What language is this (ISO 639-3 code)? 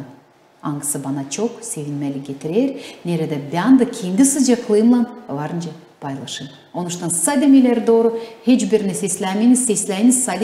gag